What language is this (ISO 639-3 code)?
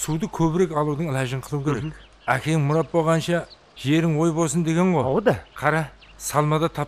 kaa